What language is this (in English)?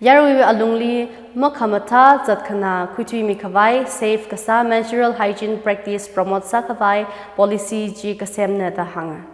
Tangkhul Naga (India)